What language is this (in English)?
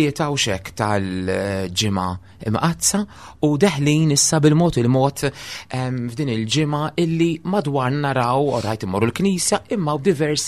Maltese